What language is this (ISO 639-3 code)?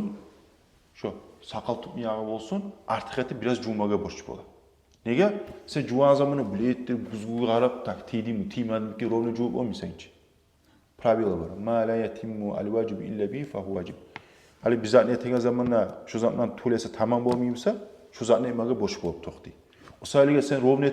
kum